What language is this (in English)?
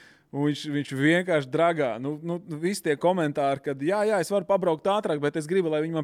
Latvian